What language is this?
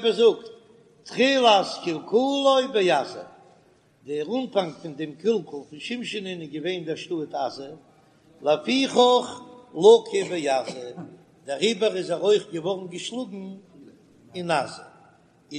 Yiddish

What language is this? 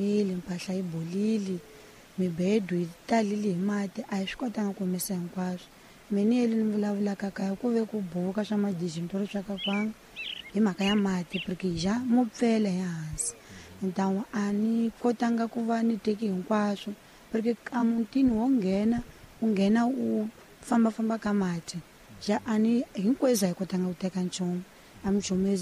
Tsonga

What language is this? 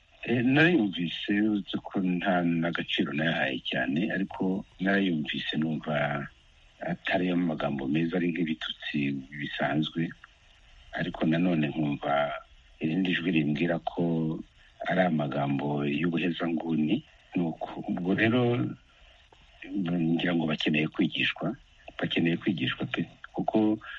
Kinyarwanda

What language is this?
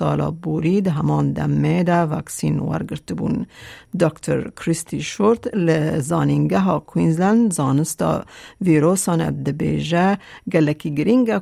Kurdish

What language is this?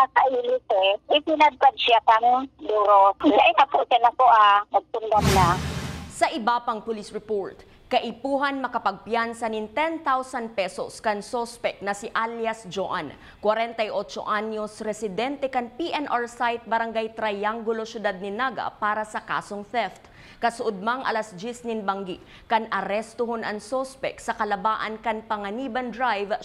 Bikol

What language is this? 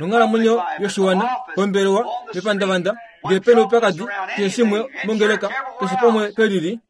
Kuanyama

